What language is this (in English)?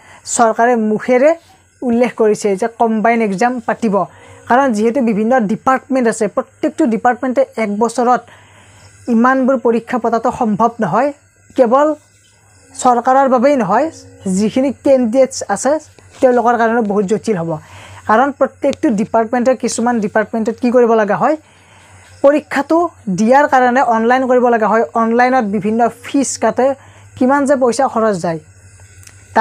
Assamese